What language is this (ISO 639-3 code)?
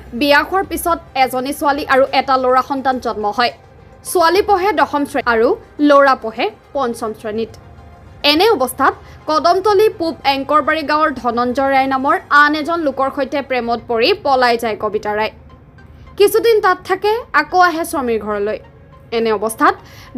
asm